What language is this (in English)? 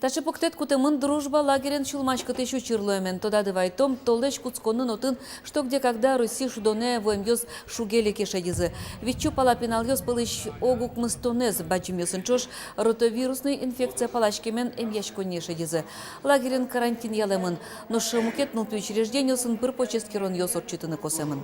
Udmurt